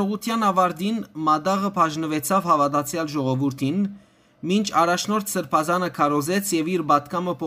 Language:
Western Armenian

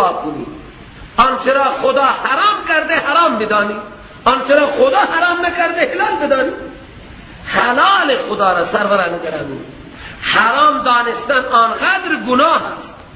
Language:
Persian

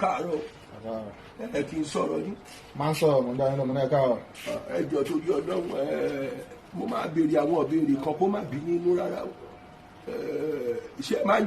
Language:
Yoruba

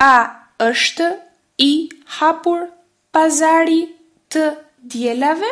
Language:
Albanian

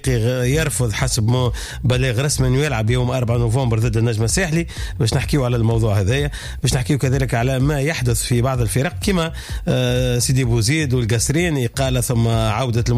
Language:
Tunisian Arabic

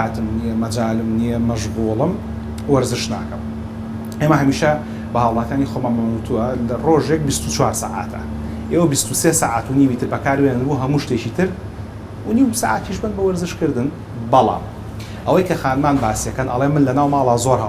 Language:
Central Kurdish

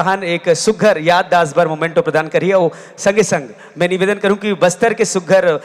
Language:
Chhattisgarhi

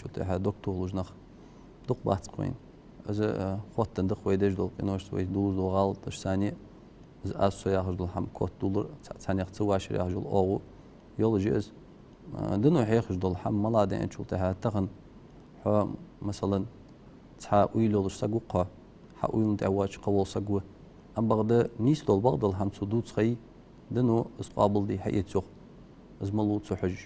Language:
Ingush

